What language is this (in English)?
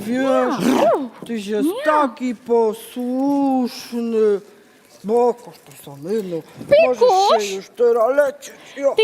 Silesian